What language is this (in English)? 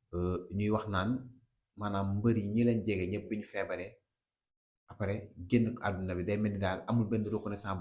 Wolof